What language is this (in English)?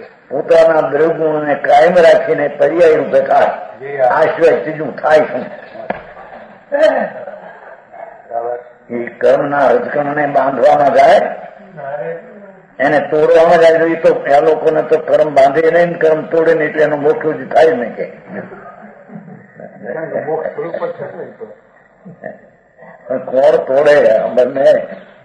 Gujarati